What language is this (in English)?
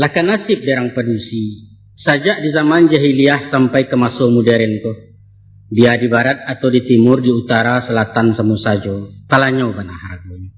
Minangkabau